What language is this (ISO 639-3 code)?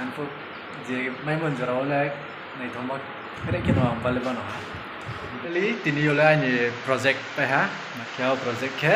ria